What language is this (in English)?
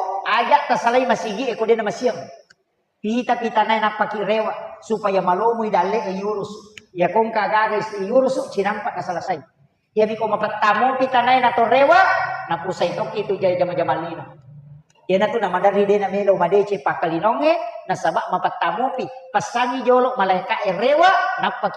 Buginese